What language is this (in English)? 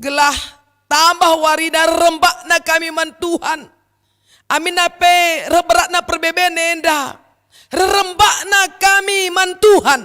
Batak Karo